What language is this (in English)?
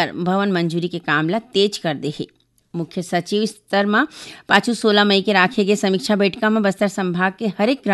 Chhattisgarhi